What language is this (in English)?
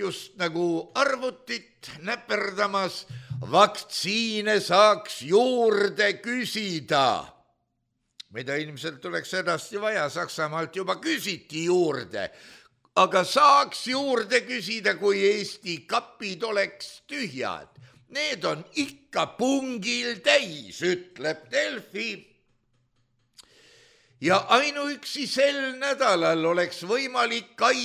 Estonian